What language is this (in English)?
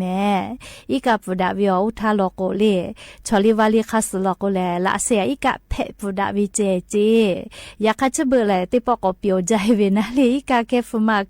Lahu